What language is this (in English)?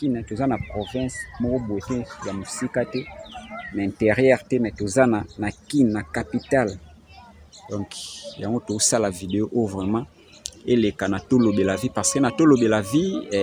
Lingala